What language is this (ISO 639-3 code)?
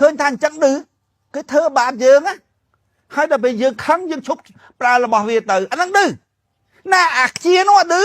khm